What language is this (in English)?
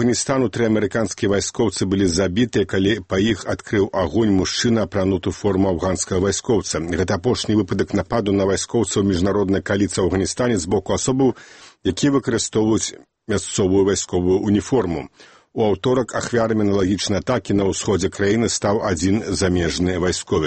Belarusian